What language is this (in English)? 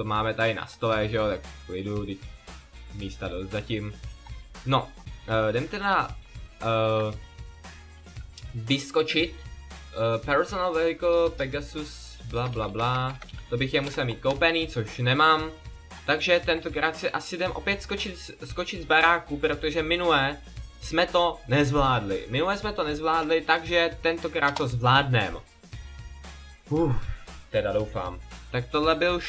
Czech